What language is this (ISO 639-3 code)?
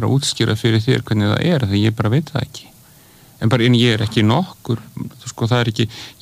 isl